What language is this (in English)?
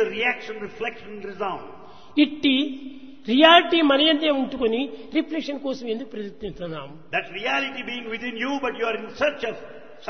Telugu